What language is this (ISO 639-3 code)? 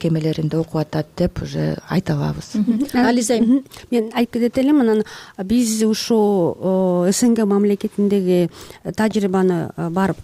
kir